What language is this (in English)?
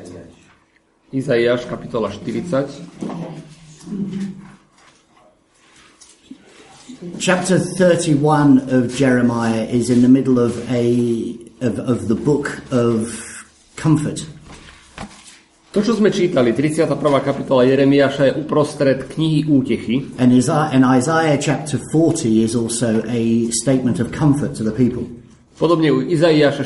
Slovak